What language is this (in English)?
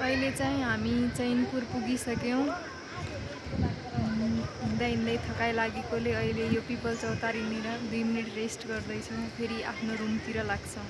Nepali